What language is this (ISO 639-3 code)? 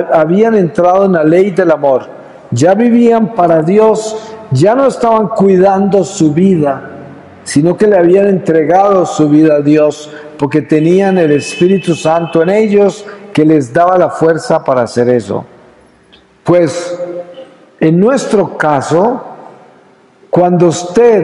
spa